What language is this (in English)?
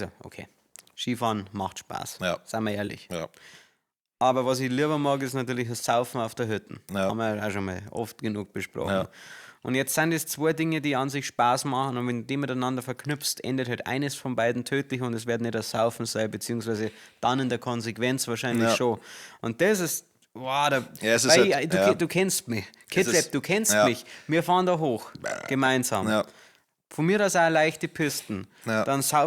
Bavarian